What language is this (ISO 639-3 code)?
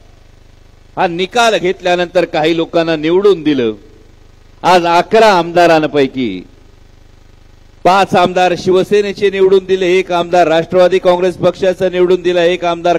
mar